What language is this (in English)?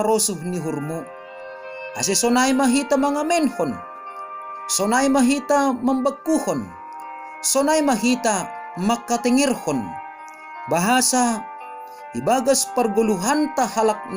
Batak Simalungun